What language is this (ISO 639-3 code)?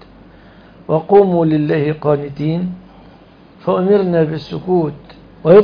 ara